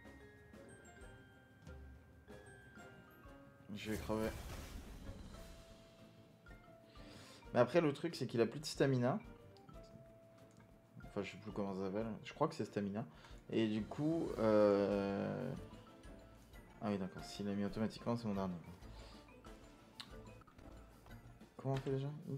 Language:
French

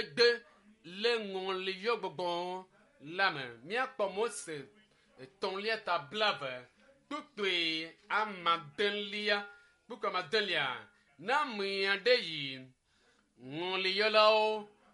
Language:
Ewe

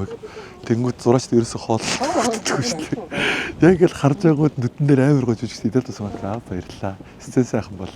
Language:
Mongolian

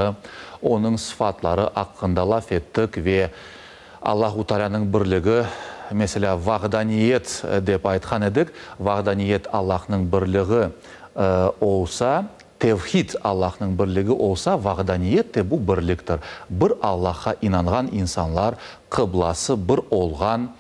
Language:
Crimean Tatar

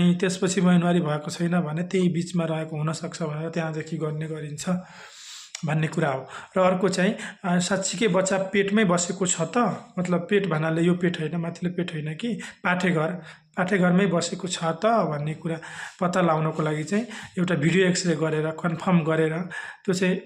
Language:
Nepali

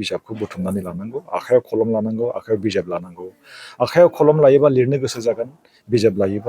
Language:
Bodo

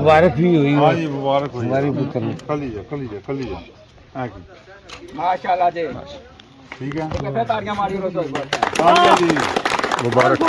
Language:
Pahari-Potwari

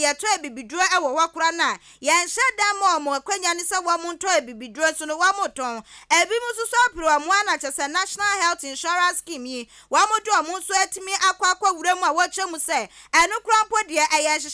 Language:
Akan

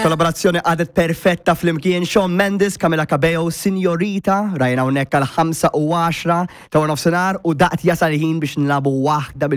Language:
Maltese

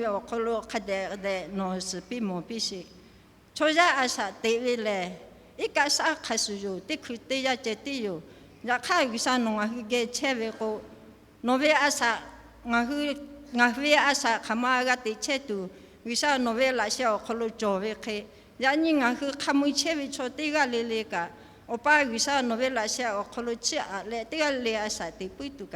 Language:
Lahu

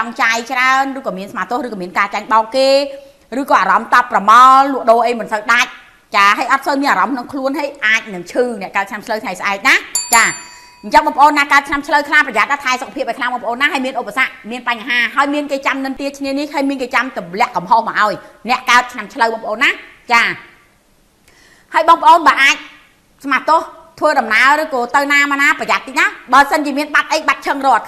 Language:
Khmer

